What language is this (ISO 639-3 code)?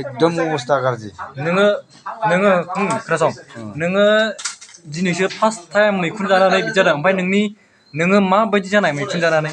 brx